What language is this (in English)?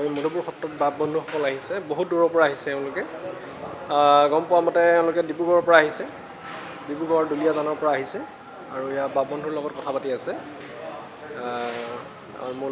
Assamese